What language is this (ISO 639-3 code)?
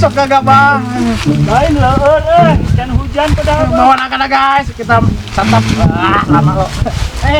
sun